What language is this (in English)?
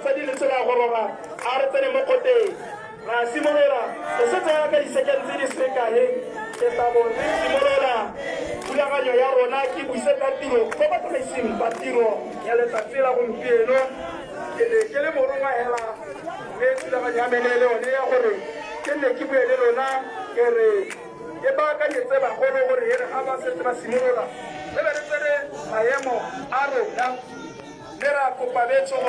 Tswana